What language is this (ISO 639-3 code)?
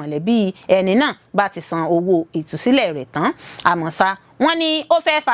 yor